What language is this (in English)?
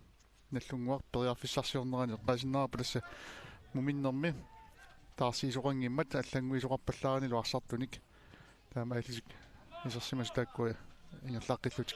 Kalaallisut